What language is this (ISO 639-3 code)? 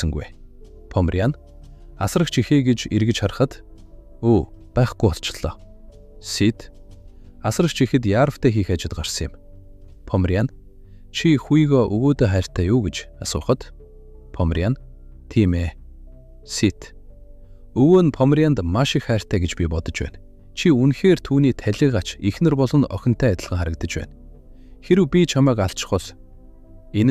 mon